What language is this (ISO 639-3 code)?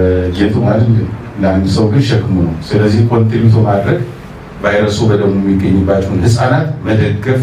amh